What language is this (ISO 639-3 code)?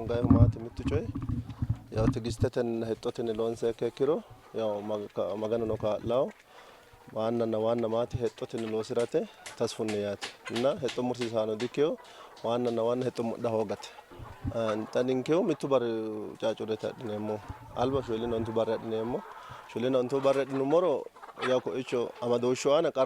sid